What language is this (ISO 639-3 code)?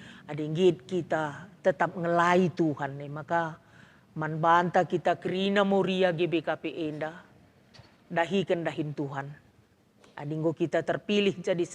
btx